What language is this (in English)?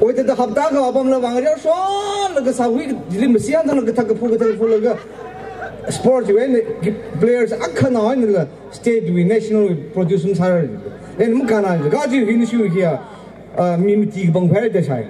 Tangkhul Naga (India)